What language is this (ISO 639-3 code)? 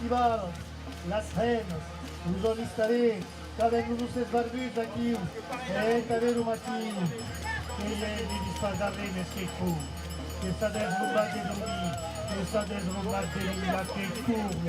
oci